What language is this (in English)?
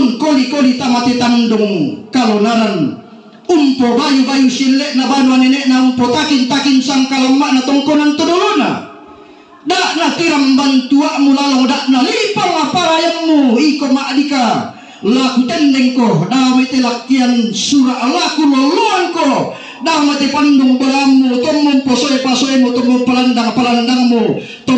Toraja-Sa'dan